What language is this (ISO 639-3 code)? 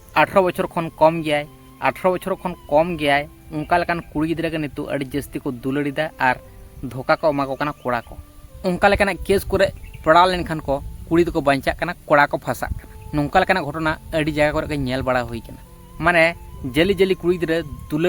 sat